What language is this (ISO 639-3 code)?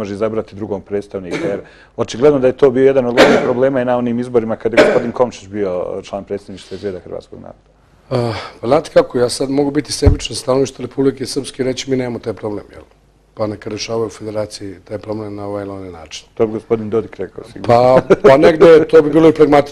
bos